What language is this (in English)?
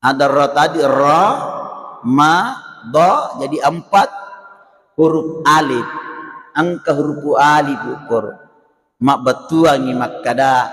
Buginese